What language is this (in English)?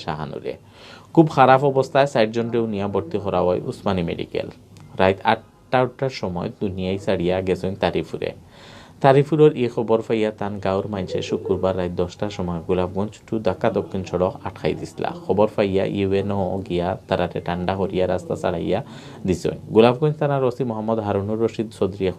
Sylheti